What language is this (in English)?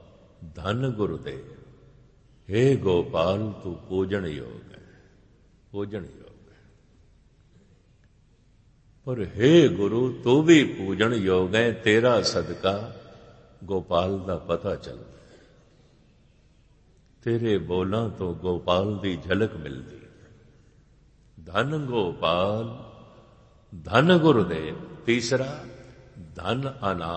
Punjabi